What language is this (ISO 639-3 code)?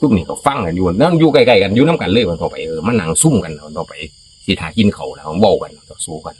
tts